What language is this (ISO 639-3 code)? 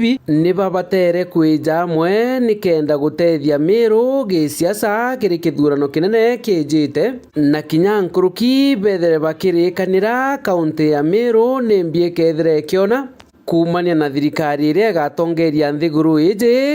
mer